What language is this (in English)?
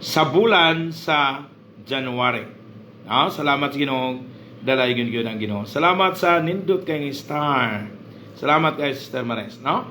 Cebuano